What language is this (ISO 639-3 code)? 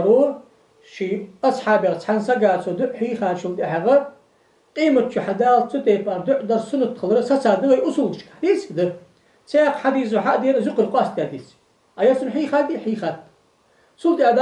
inh